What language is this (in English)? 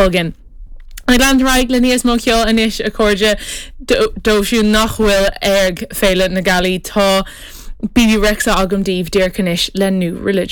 Irish